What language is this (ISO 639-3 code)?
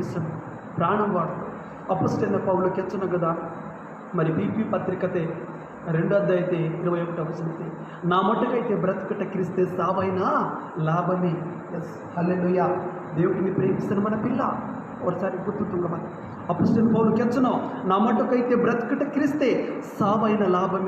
kff